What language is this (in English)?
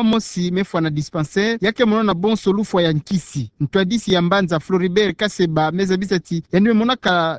Kituba (Democratic Republic of Congo)